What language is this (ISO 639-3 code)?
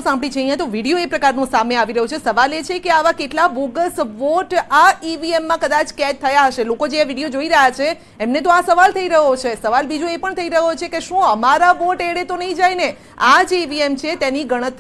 guj